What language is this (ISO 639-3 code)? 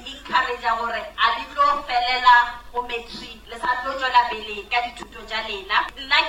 nso